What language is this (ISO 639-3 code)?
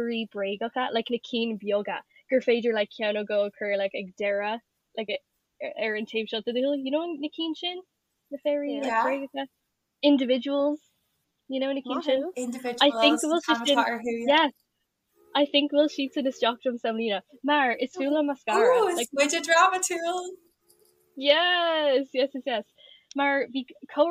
gle